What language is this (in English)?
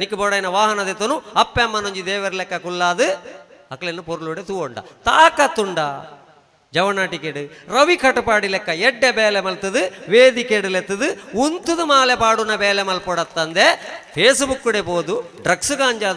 Tulu